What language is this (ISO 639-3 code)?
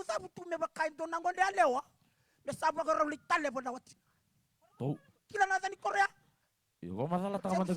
fij